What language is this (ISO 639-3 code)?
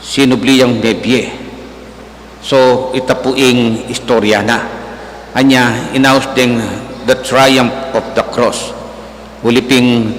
pam